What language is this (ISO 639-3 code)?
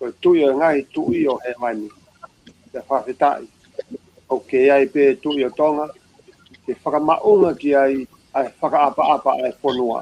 ton